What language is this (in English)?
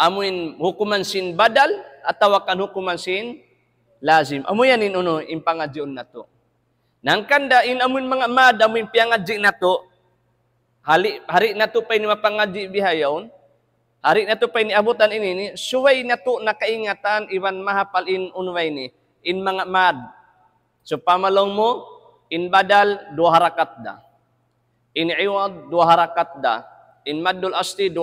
Tausug